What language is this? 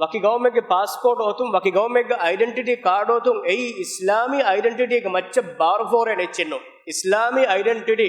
Divehi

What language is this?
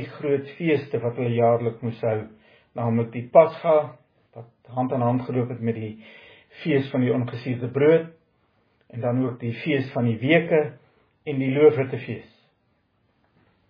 Afrikaans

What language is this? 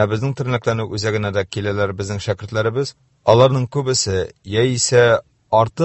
Tatar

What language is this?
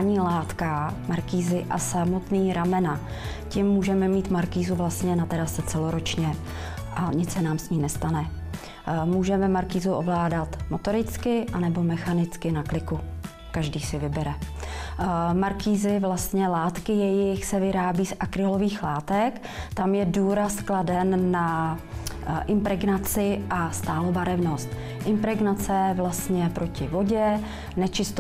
Czech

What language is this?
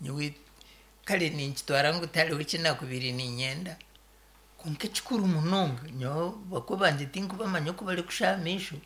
Nyankole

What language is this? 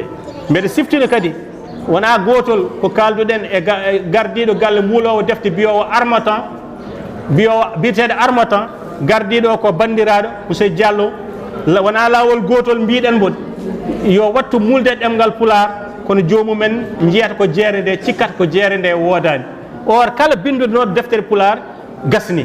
Fula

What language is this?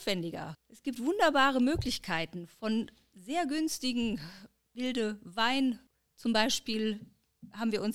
German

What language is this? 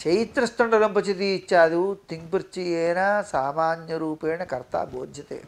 Sanskrit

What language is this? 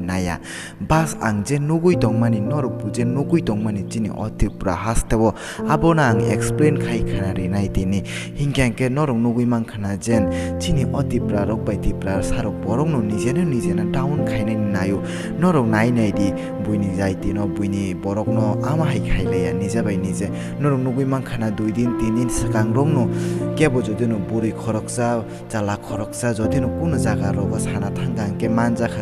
Kok Borok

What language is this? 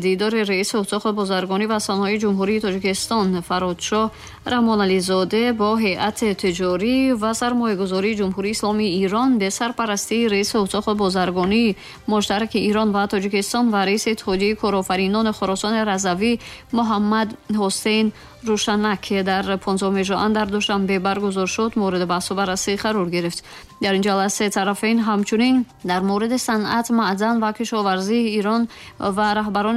Tajik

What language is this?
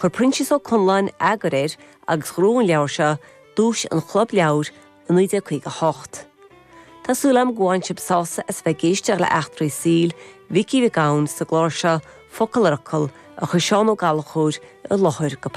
Irish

